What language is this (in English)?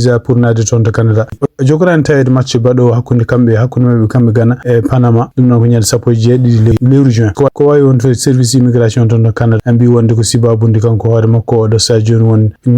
Fula